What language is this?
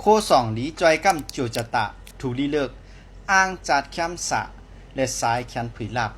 Shan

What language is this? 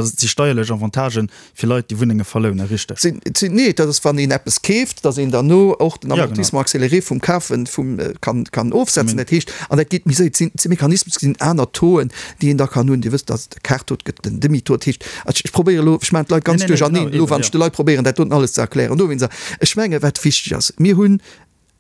Luxembourgish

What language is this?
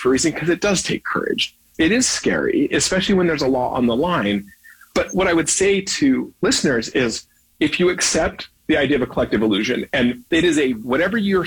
English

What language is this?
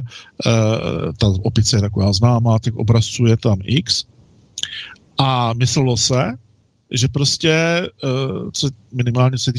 Czech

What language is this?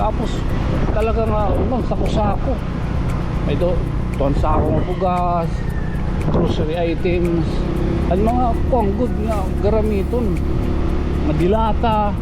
Waray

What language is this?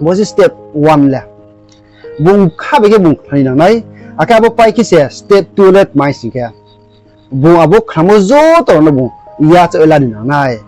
Riang (India)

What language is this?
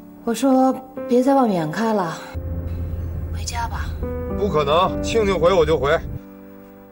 Chinese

